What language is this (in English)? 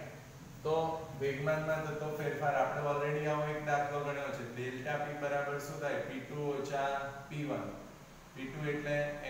Gujarati